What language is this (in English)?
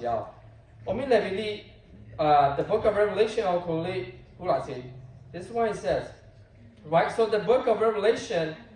Lahu